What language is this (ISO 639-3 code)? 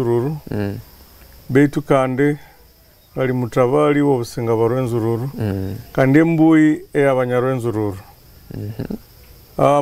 nyn